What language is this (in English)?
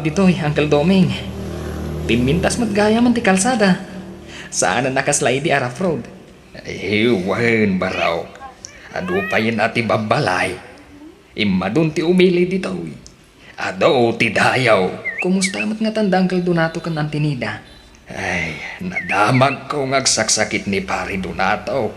Iloko